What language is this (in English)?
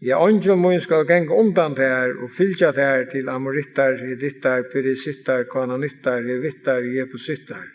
Faroese